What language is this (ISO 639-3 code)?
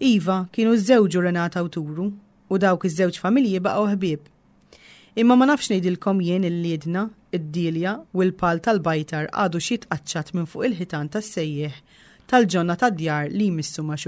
mlt